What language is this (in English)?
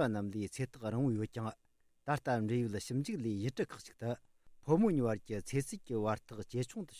Tibetan